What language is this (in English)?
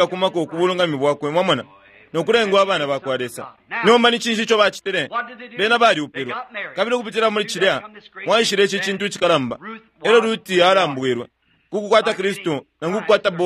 Bemba